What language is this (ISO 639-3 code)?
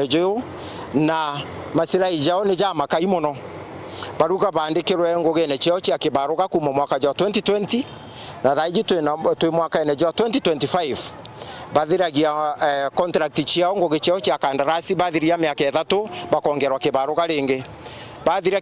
mer